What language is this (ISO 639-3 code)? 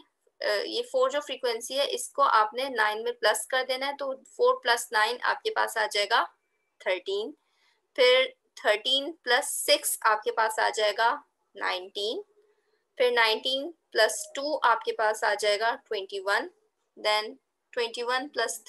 hin